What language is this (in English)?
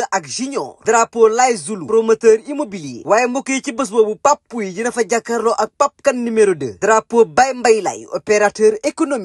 Wolof